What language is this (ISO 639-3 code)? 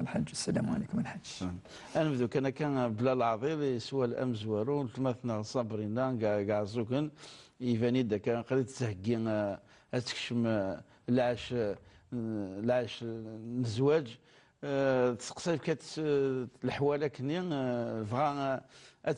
kab